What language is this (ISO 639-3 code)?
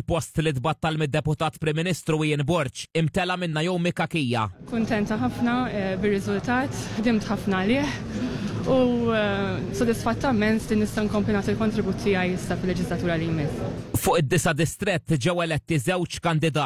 mlt